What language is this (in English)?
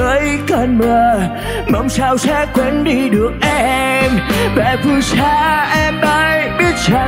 Vietnamese